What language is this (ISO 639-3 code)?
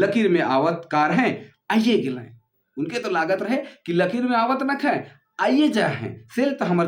sck